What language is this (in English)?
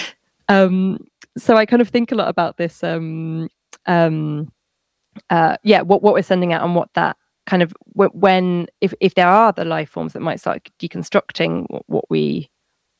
English